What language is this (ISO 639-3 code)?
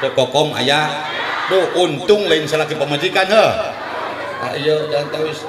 sun